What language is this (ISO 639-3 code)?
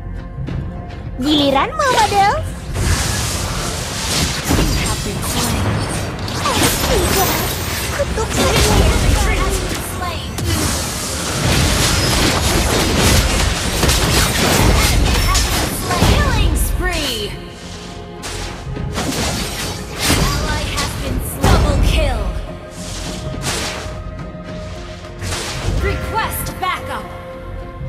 ind